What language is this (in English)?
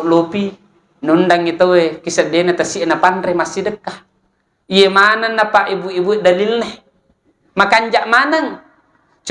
Buginese